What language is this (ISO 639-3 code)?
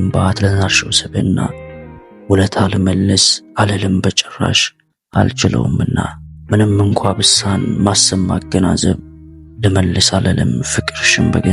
amh